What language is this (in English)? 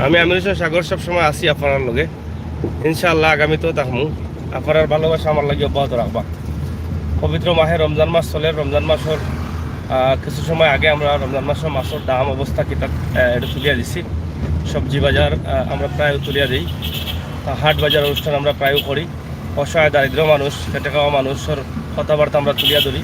Sylheti